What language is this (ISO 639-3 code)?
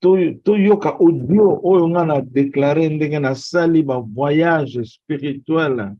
lin